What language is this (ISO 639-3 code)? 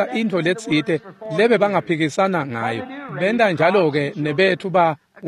ssw